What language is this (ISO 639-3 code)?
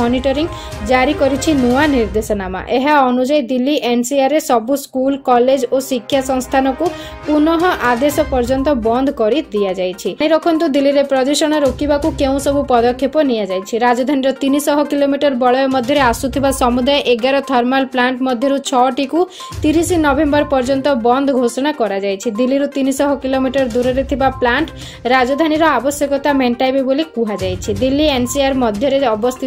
ori